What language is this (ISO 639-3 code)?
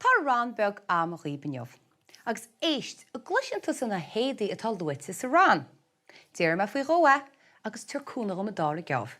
gle